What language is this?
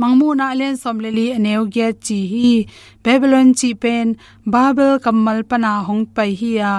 Tedim Chin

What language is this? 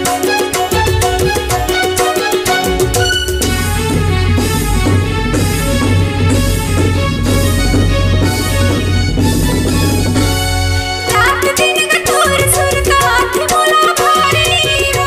Chhattisgarhi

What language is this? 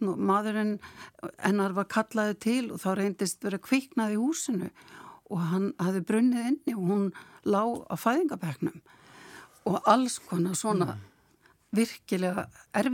Icelandic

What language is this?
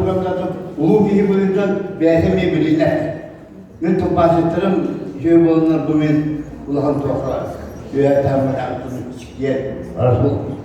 Yakut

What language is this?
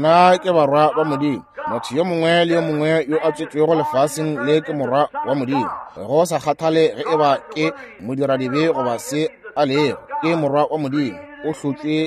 Northern Sotho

